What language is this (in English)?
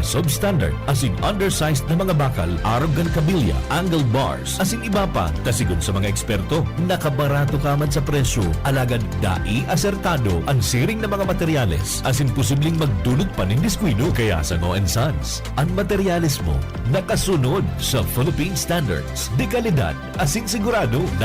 Bikol